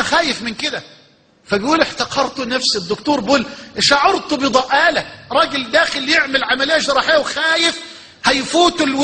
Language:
Egyptian Arabic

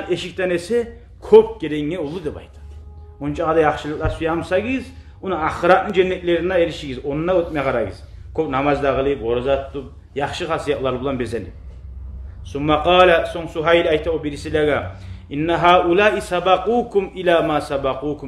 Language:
Kumyk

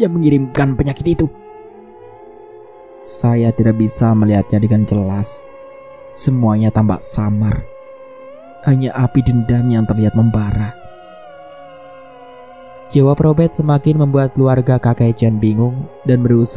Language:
Indonesian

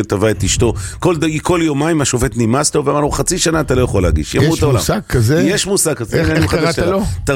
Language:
Hebrew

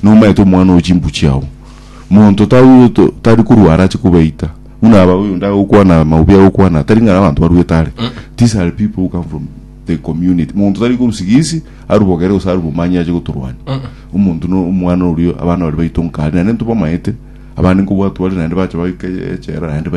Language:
Gusii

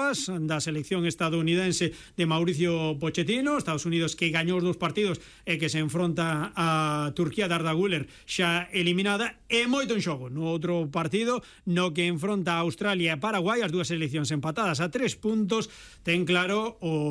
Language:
Galician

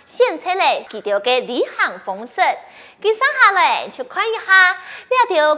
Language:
Hakka Chinese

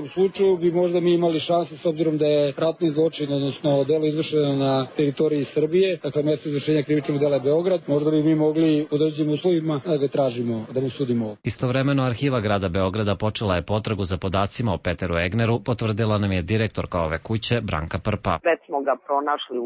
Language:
Serbian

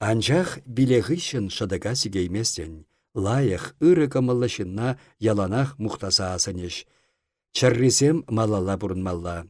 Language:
Chuvash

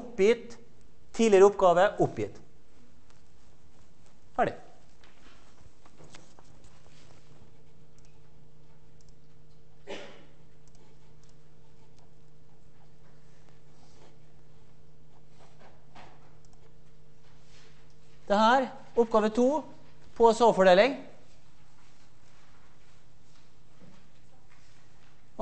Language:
Norwegian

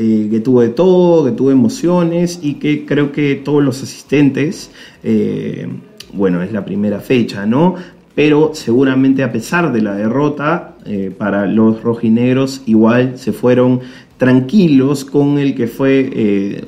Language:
Spanish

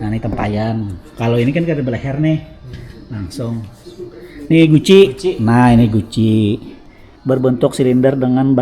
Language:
Banjar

